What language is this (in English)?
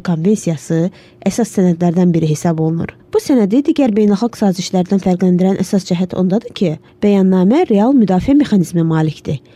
Azerbaijani